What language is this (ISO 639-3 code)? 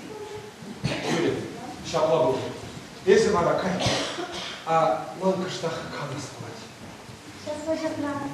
chv